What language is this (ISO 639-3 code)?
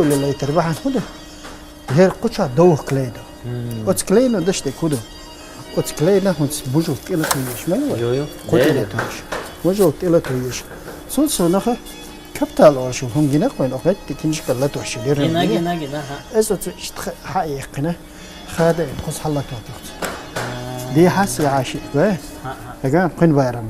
che